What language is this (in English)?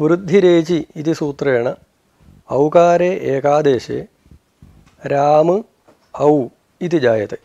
Sanskrit